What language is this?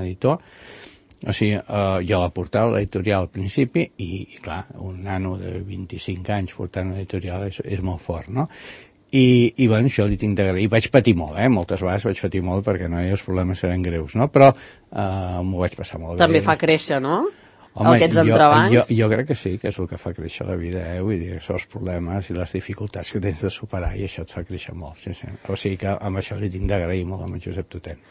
Catalan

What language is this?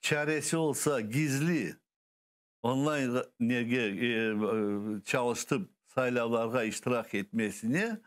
Crimean Tatar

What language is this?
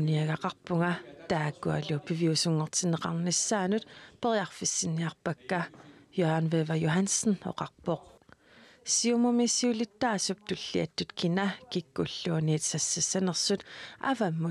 Kalaallisut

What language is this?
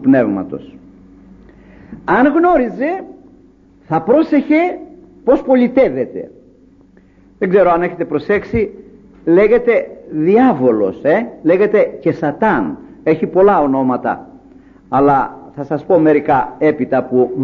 Greek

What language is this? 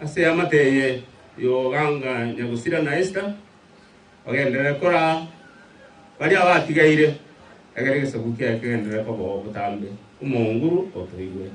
Gusii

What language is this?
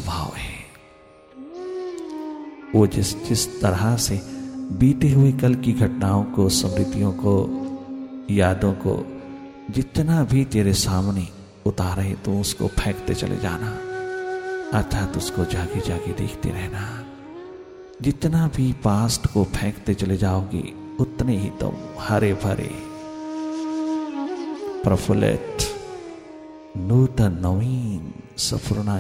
Hindi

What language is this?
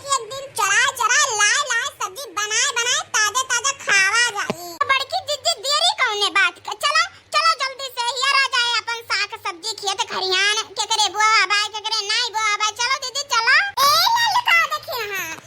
Awadhi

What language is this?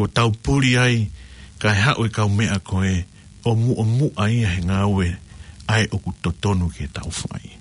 Tongan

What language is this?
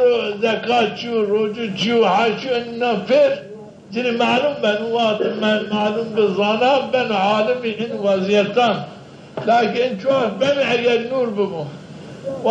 Zaza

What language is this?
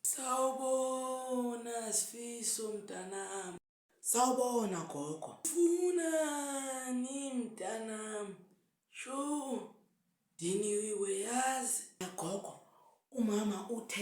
Zulu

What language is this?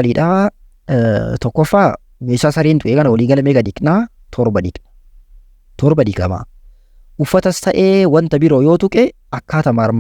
Oromo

